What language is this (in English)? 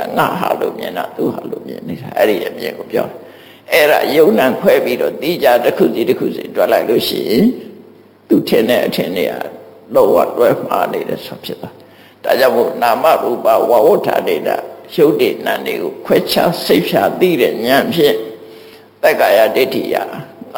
Burmese